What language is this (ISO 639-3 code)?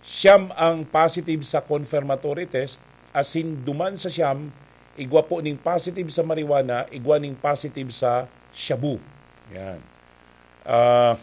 bik